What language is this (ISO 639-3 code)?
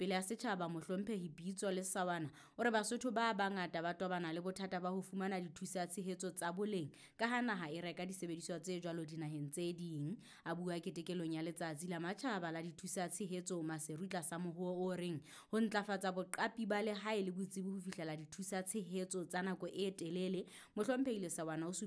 sot